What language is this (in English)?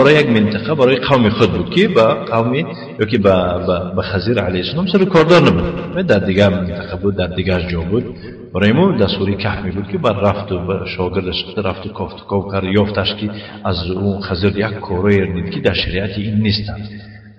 Tajik